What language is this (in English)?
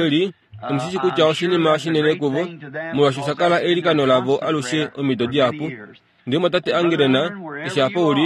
Kuanyama